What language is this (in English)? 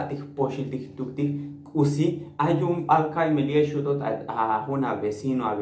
Tzotzil